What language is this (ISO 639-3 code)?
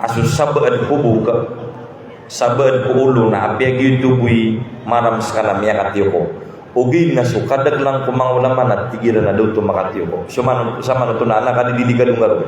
mrw